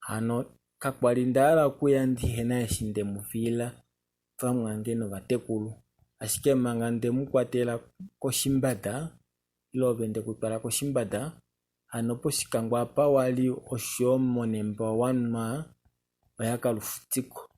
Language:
Kuanyama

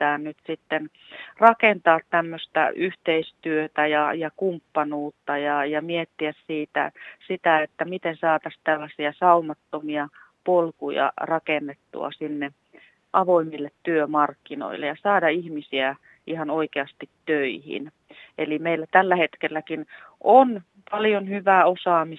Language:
Finnish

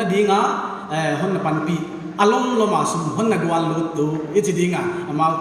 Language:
Paite Chin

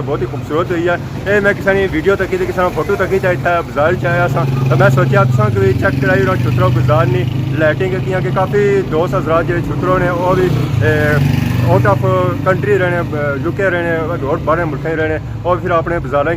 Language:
Pahari-Potwari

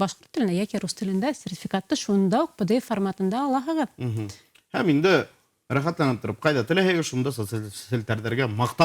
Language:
Bashkir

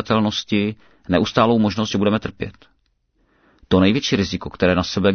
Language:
Czech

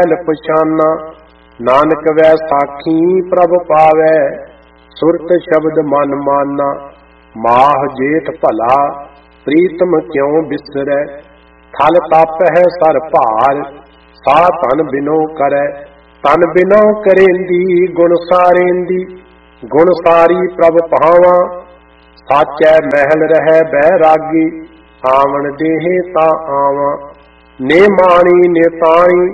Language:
Punjabi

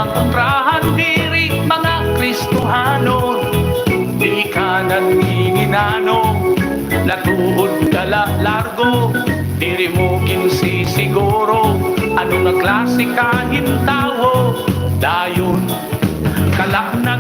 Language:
Waray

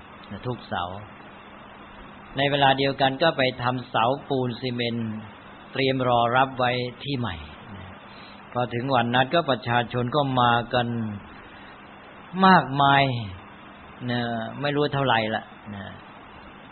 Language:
Thai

